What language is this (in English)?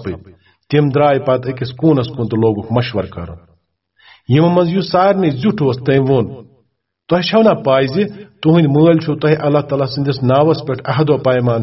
Kashmiri